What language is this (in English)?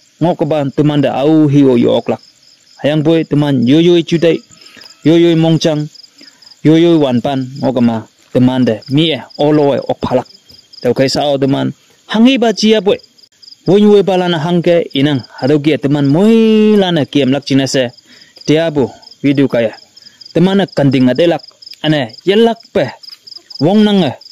Konyak Naga